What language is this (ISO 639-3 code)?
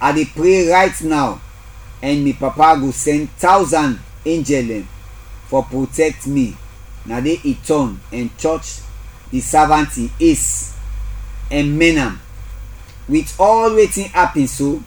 kri